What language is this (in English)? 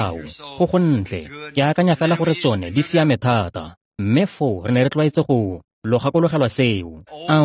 Tswana